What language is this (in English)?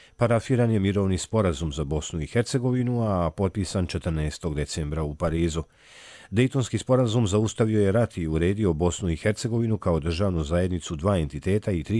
Bosnian